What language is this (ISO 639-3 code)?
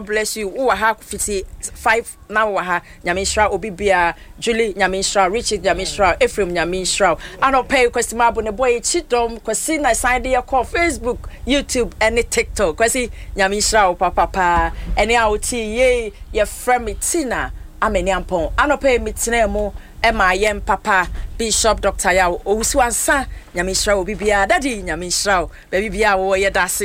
aka